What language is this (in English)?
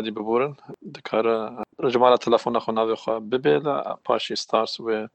Kurdish